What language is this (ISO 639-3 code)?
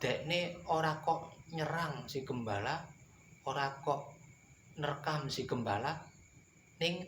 jav